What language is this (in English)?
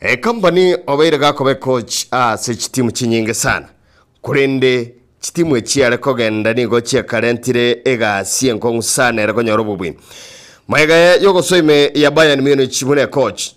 Gusii